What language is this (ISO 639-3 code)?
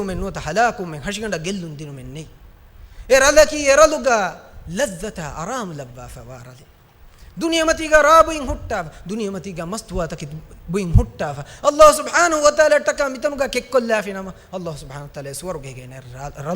div